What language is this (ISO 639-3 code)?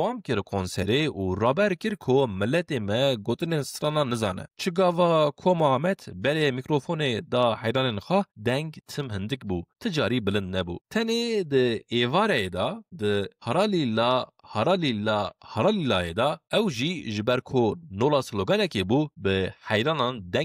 kur